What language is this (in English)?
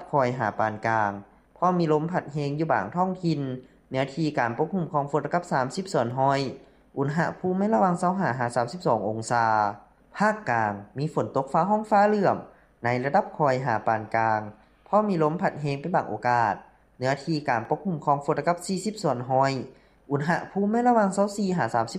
Lao